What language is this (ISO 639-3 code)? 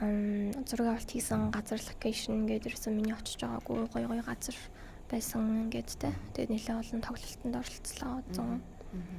mon